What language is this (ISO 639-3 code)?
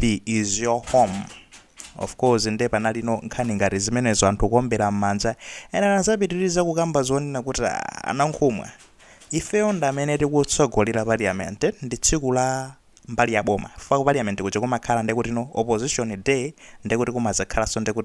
nya